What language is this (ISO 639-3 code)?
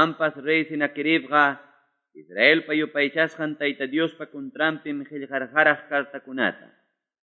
que